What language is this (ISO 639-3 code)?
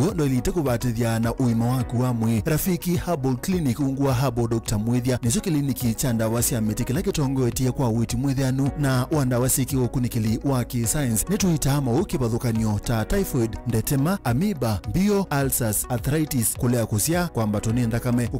kam